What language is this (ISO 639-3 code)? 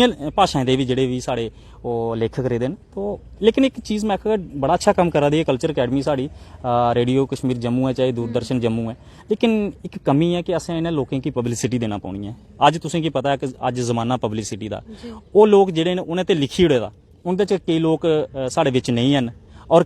doi